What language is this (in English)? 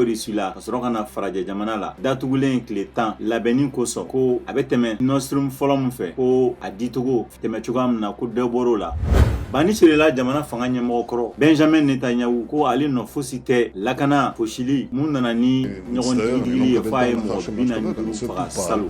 Bambara